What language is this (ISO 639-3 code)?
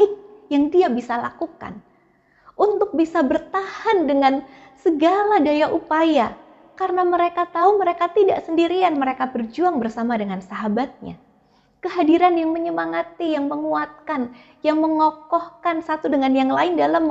ind